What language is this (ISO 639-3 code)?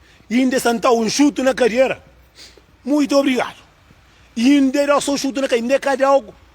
kea